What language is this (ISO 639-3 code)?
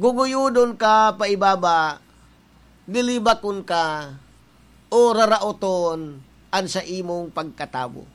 bik